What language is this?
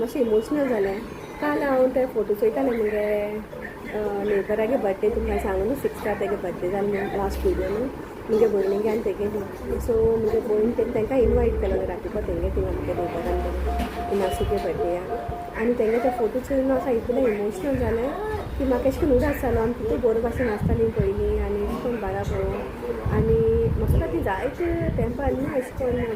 Konkani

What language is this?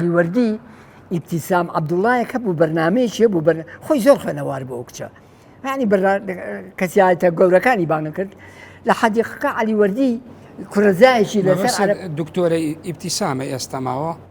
Central Kurdish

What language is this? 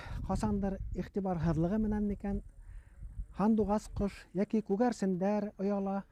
Bashkir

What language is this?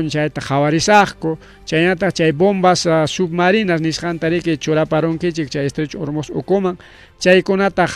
Ayacucho Quechua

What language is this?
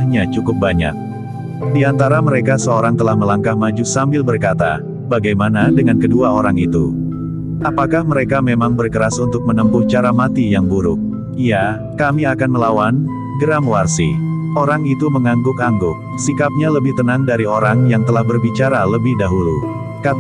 Indonesian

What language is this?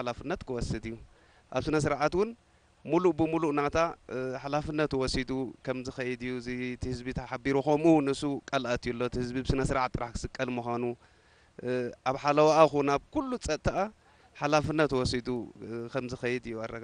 Tigrinya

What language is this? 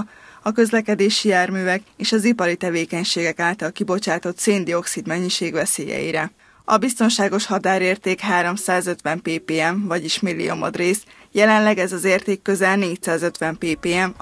Hungarian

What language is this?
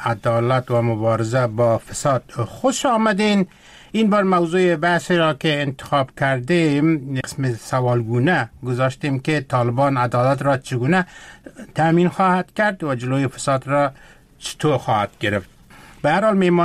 Persian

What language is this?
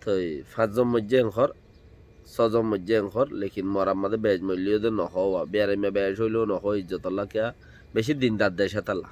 Rohingya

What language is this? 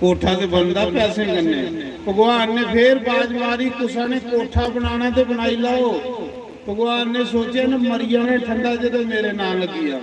Dogri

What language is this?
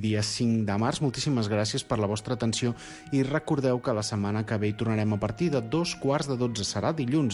Catalan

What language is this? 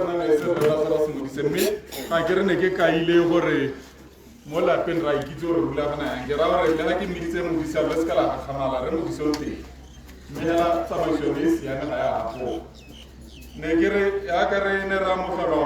Tswana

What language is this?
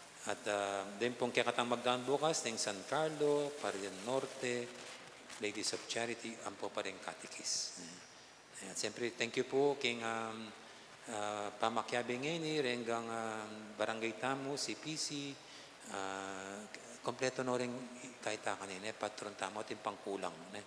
Pampanga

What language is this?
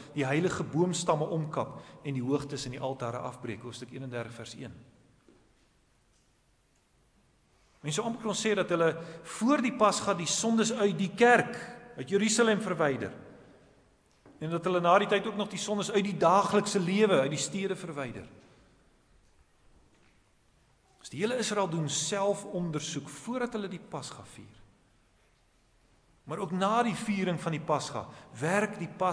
Afrikaans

